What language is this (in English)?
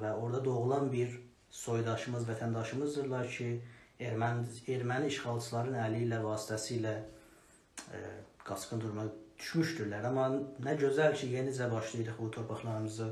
South Azerbaijani